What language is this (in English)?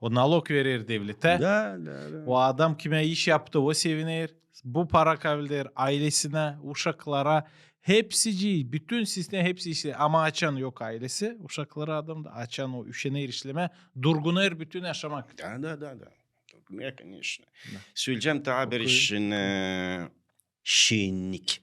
Gagauz